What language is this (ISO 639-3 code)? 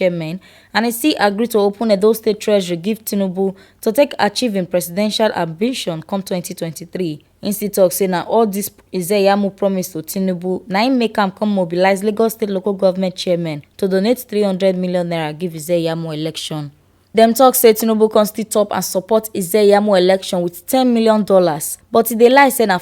pcm